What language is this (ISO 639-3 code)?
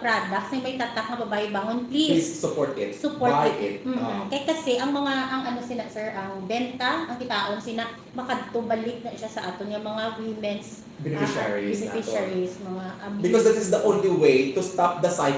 hil